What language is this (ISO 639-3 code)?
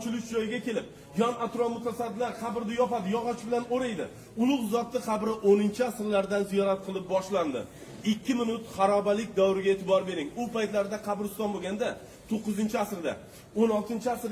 uzb